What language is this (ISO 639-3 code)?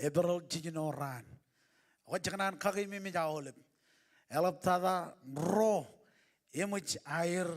mah